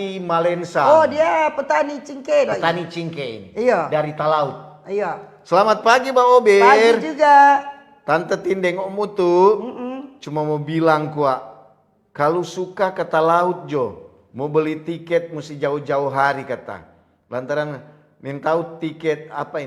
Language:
Manado Malay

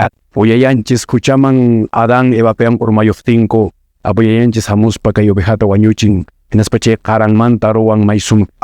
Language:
Quechua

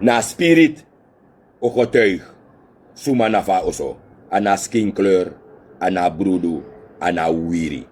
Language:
Sranan Tongo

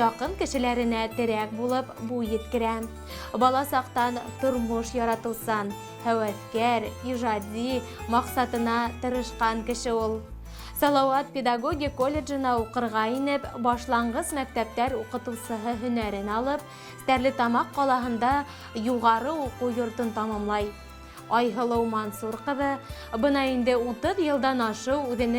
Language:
Bashkir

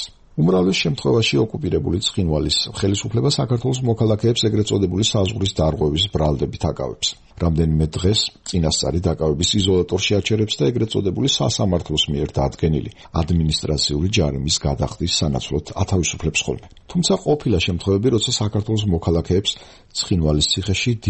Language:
Georgian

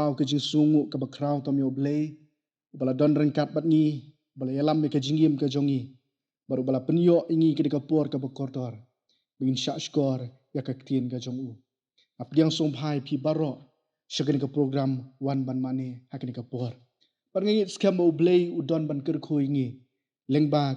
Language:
Khasi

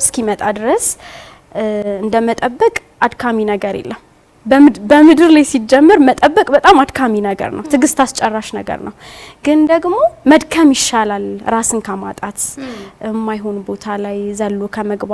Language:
Amharic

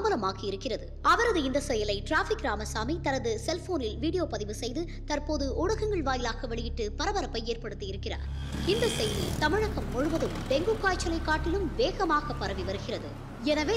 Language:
Tamil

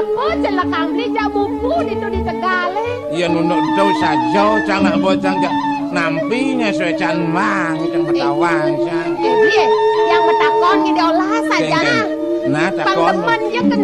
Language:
Balinese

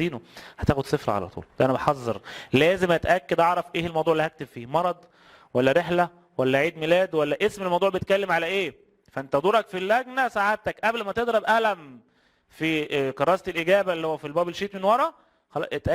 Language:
Egyptian Arabic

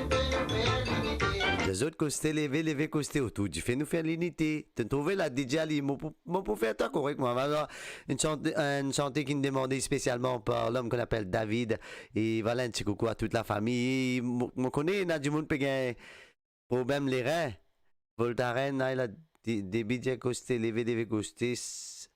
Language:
Morisyen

